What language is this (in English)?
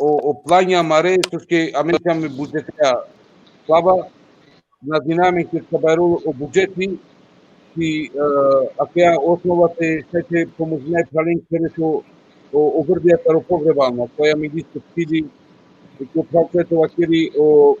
Balkan Romani